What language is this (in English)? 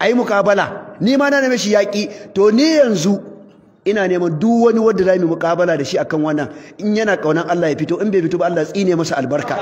Hausa